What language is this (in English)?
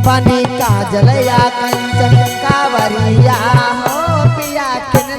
Magahi